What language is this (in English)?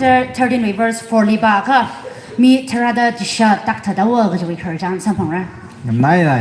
Tangkhul Naga (India)